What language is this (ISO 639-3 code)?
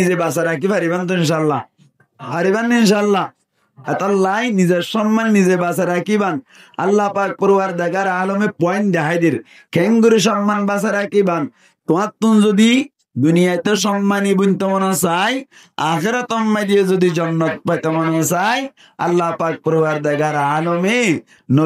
rhg